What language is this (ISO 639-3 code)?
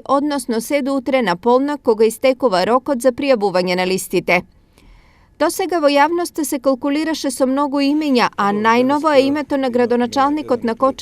mkd